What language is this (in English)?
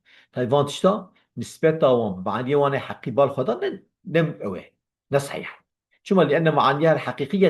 Kurdish